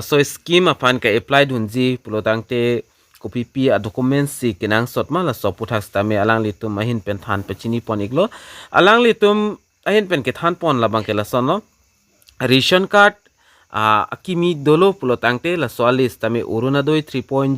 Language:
Karbi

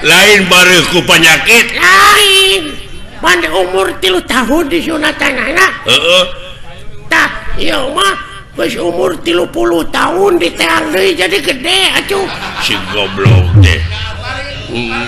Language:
Sundanese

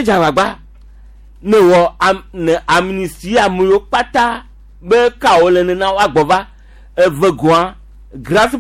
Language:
Gen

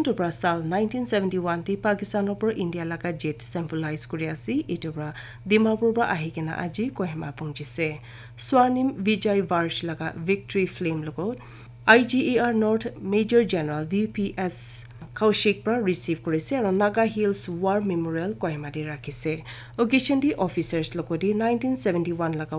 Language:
Naga Pidgin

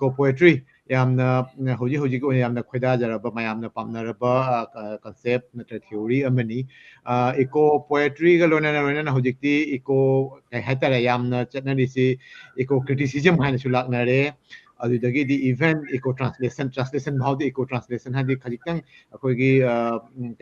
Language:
Manipuri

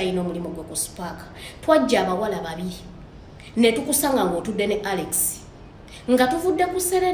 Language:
Ganda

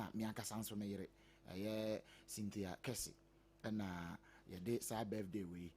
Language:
Akan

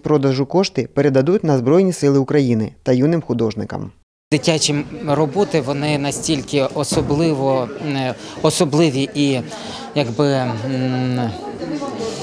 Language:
Ukrainian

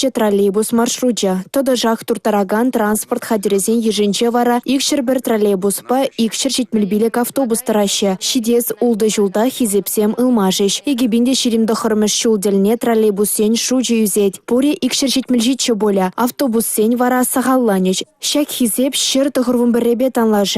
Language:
Chuvash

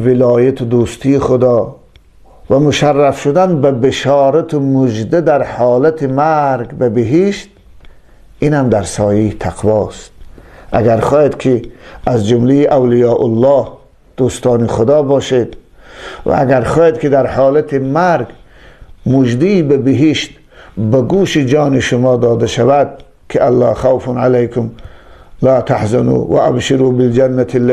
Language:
Tajik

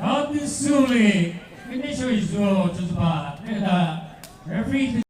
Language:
Chokri Naga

